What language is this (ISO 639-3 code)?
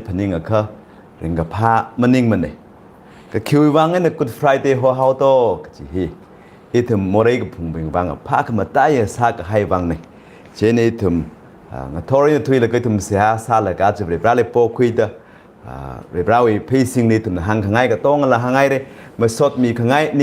nmf